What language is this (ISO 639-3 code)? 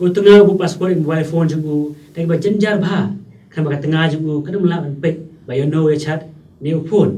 kha